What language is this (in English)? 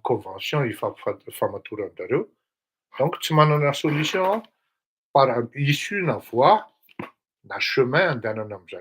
Malagasy